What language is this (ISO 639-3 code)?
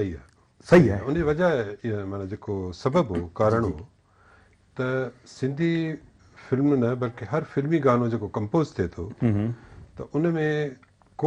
snd